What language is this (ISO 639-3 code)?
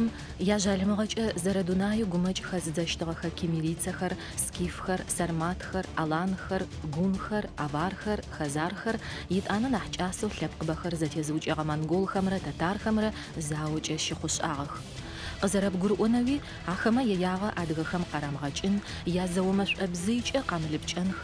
ady